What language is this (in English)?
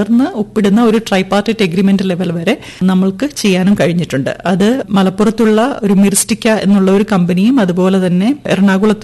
Malayalam